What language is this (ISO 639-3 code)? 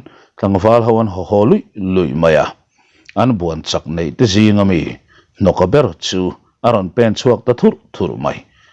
lus